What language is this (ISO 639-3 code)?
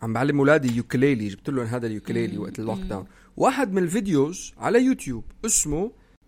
apc